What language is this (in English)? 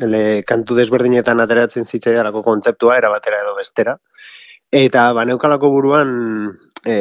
Basque